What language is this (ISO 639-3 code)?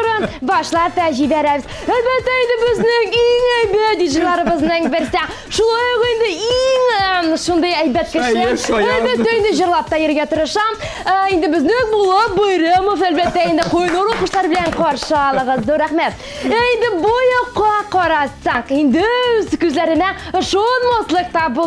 tat